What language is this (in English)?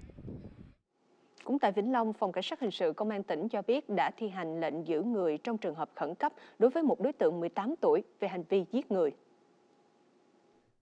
Vietnamese